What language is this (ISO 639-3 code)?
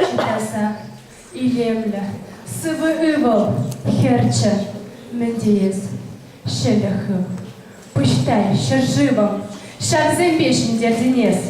chv